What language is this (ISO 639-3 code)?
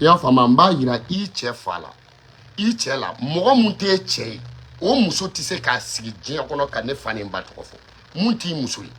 bam